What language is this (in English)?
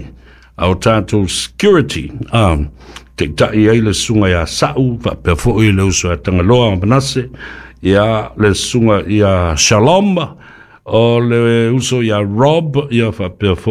Samoan